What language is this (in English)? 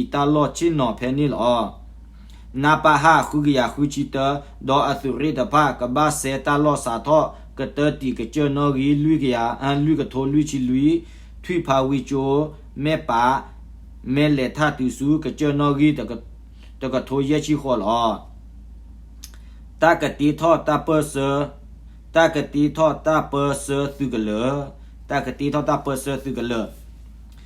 S'gaw Karen